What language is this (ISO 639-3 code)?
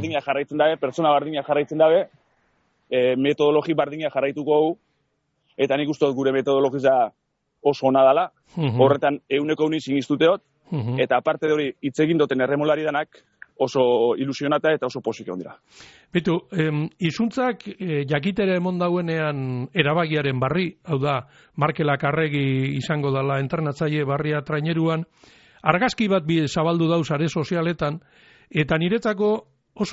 eus